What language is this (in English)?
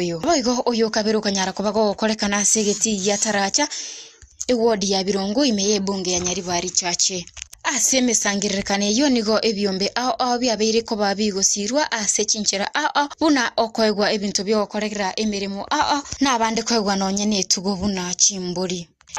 Gusii